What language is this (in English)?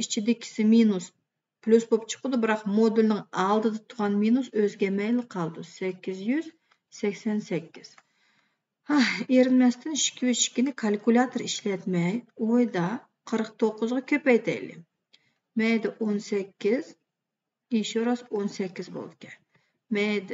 Uyghur